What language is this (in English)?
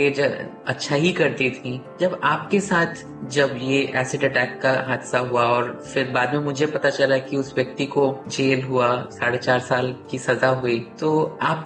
Hindi